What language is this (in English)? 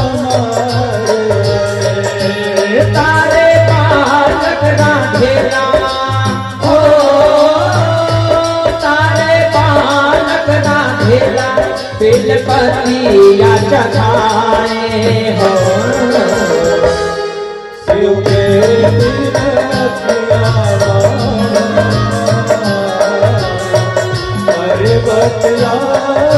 Chhattisgarhi